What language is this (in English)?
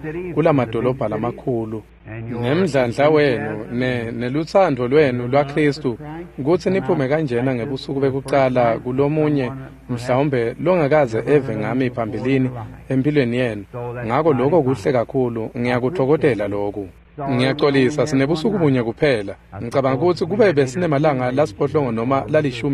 Swati